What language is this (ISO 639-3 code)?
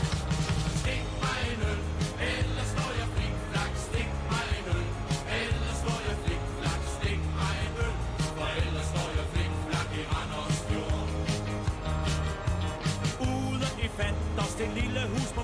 dan